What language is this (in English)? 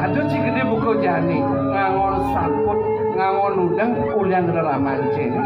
Balinese